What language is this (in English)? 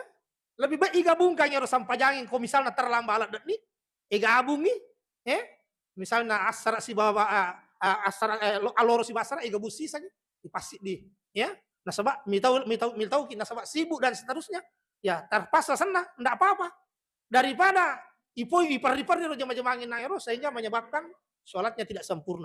Buginese